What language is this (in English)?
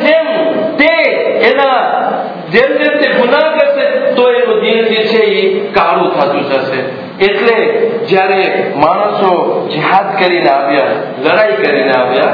Gujarati